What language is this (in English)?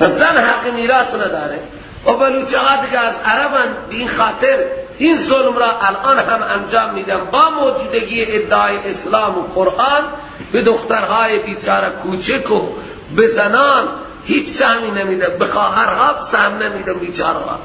Persian